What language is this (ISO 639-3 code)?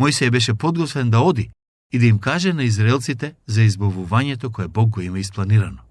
mkd